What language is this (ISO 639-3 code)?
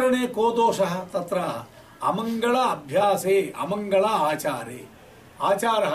san